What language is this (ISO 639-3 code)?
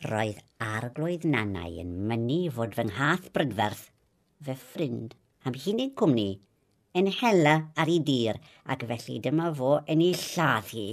cym